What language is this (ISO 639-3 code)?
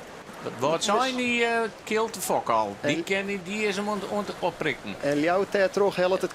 fry